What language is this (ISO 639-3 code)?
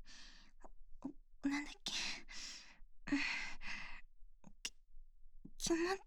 jpn